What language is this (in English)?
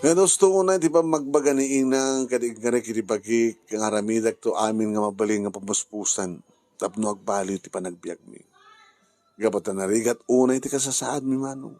Iloko